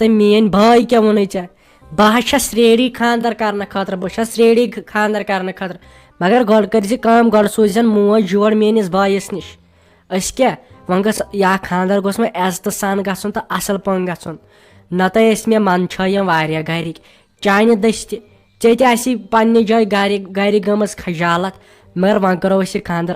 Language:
Kashmiri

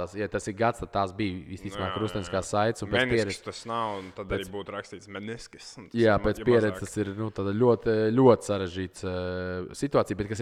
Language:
Latvian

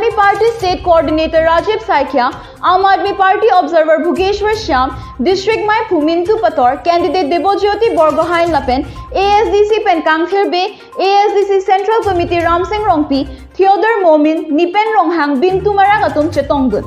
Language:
Karbi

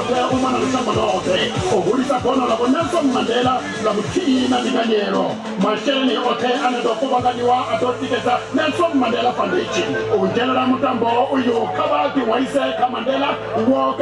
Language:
Venda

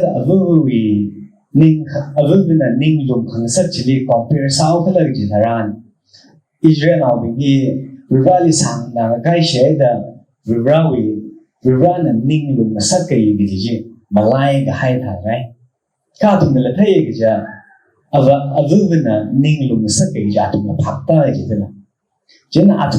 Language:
Tangkhul Naga (India)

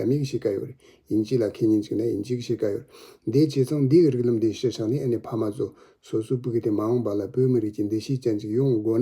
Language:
Tibetan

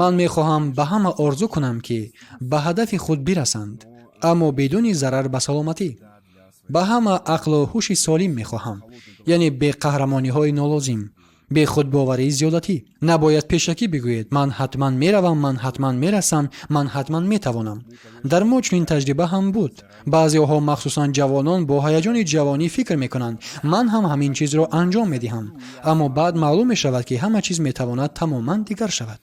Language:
Tajik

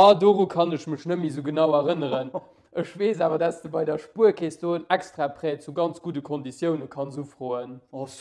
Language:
Luxembourgish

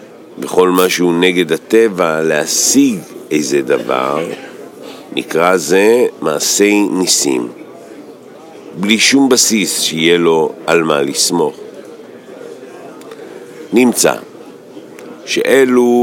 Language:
Hebrew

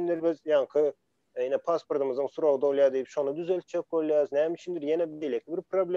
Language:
Turkmen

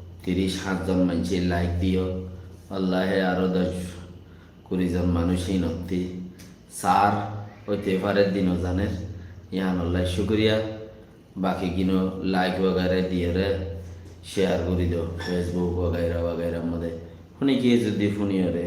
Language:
Rohingya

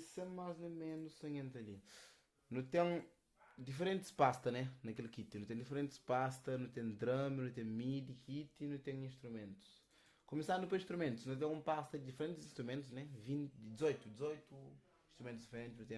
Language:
Kabuverdianu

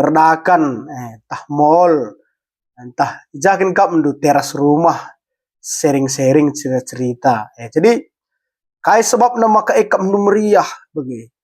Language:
Batak Karo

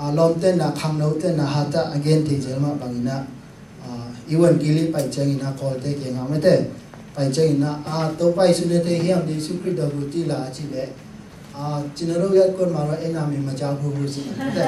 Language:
Tedim Chin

